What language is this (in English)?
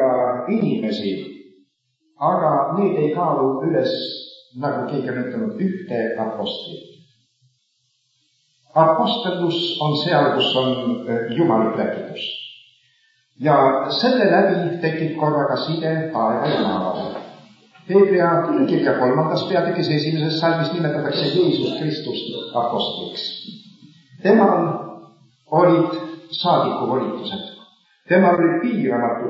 Estonian